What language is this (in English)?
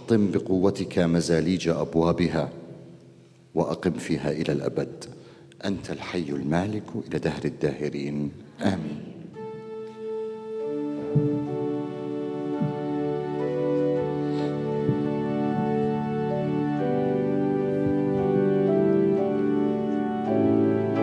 Arabic